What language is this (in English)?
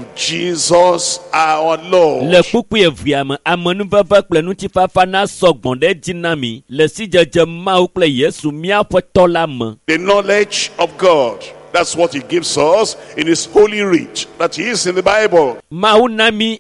Ewe